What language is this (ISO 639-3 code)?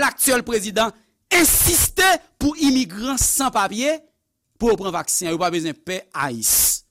hat